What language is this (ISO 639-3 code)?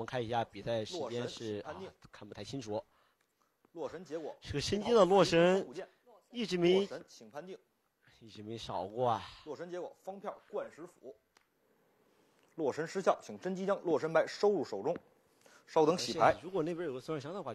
zho